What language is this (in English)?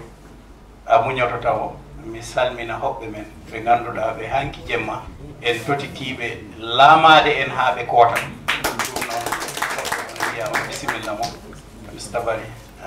Fula